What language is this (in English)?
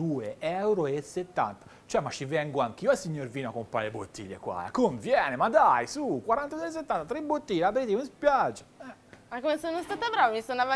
Italian